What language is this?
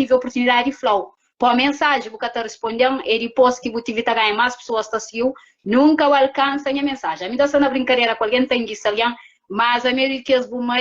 Kabuverdianu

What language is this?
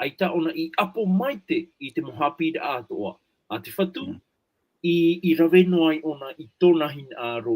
Tahitian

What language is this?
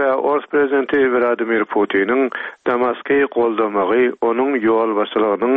Turkmen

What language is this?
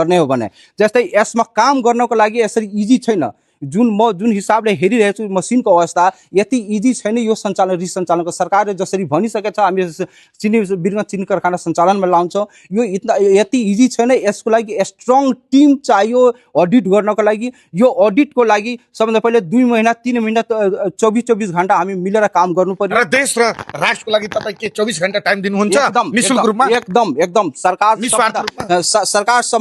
Nepali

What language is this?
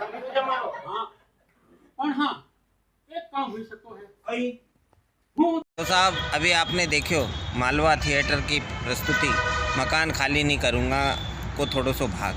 Rajasthani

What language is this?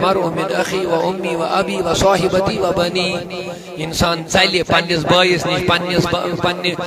Kashmiri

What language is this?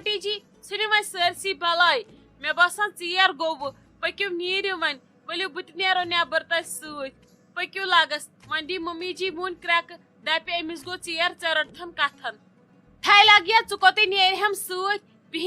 Kashmiri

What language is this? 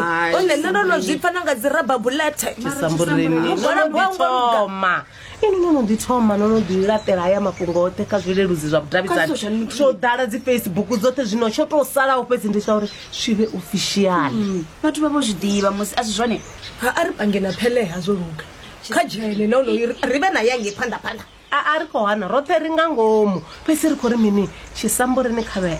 Venda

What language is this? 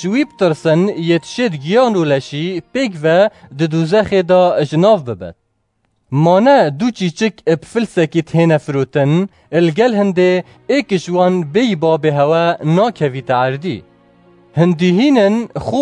Kurdish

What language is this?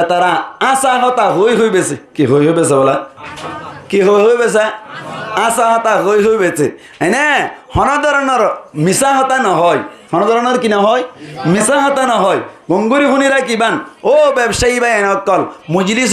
Rohingya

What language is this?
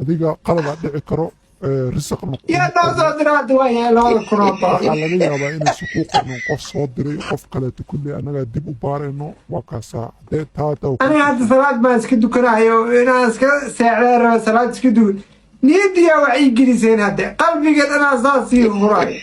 Somali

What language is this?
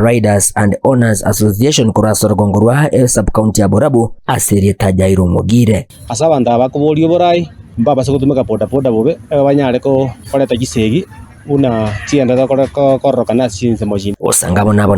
Gusii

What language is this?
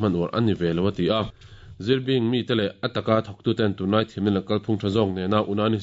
Mizo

